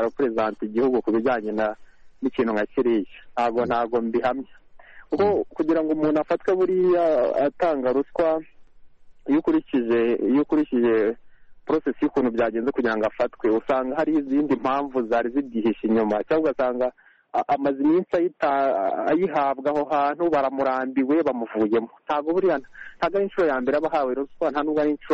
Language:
Kinyarwanda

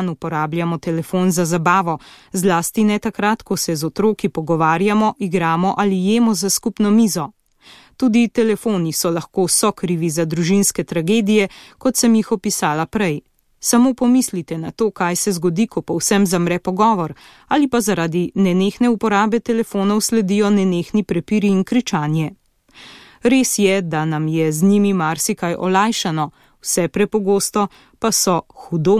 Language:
Slovenian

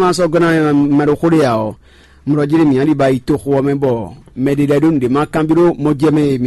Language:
Fon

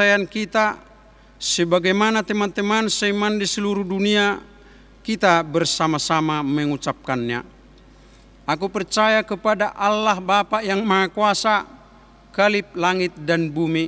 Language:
Indonesian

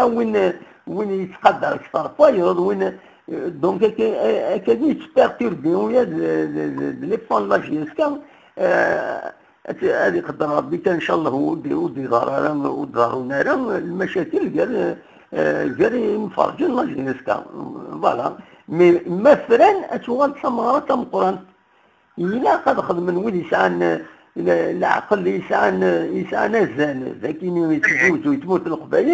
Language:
Kabyle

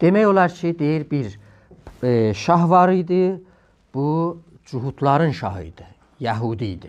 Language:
South Azerbaijani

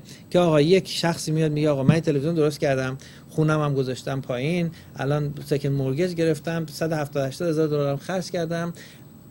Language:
Persian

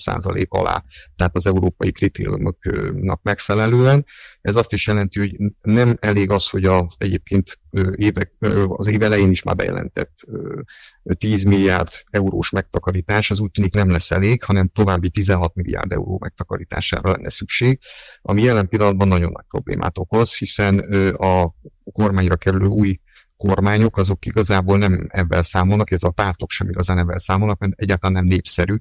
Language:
Hungarian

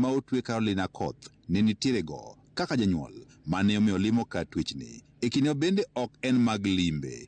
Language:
Luo (Kenya and Tanzania)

